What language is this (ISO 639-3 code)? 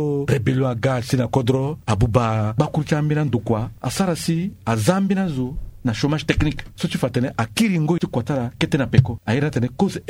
sag